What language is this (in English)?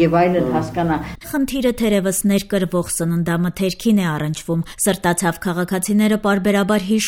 Armenian